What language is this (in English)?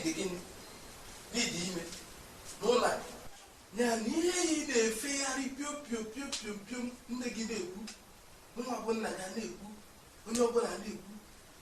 Igbo